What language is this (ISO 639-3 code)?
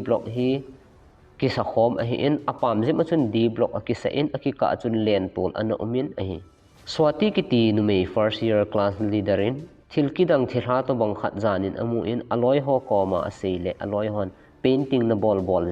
tcz